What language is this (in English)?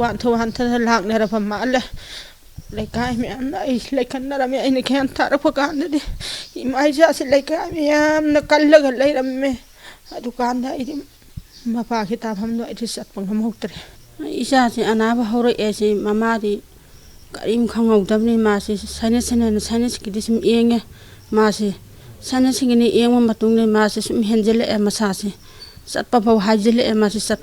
Manipuri